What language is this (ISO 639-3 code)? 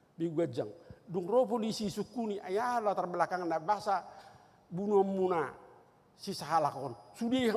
bbc